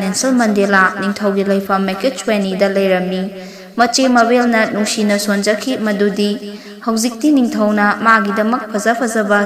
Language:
Manipuri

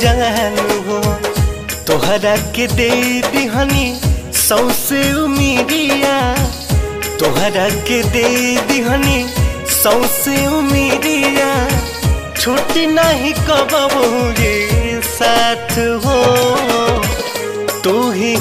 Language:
Bhojpuri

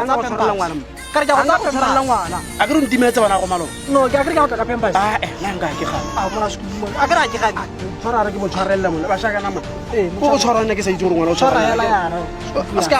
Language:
Tswana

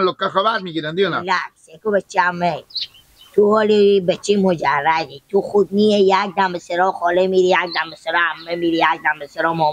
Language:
Persian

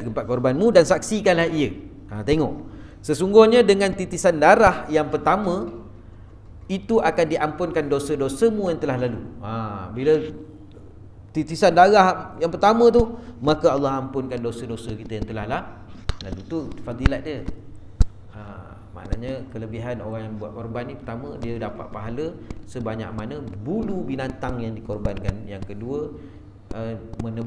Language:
Malay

